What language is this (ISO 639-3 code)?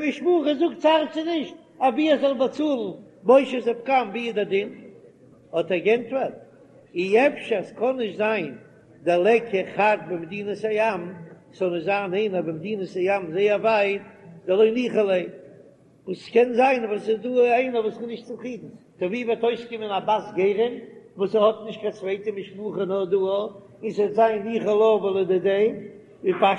yid